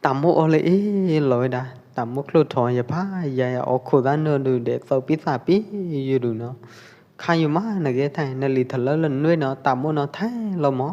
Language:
Pwo Eastern Karen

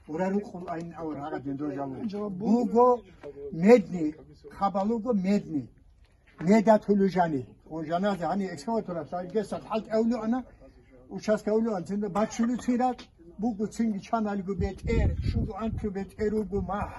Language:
Avaric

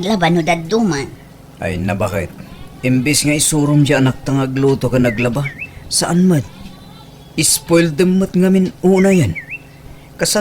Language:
Iloko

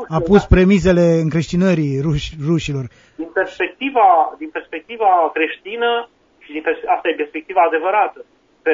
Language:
Romanian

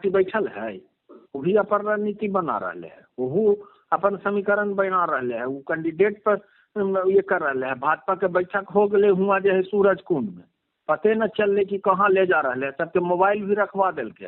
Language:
Magahi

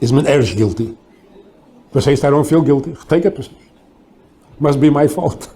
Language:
Yiddish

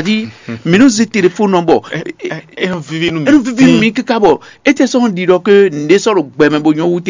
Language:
Fon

